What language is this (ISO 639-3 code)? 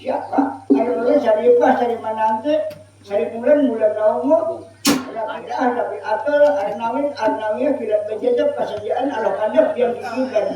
bjn